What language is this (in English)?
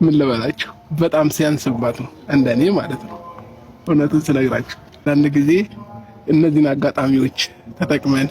Amharic